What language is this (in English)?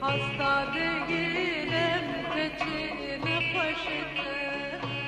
Kurdish